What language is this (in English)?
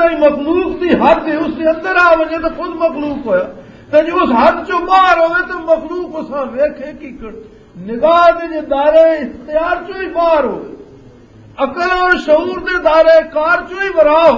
Western Panjabi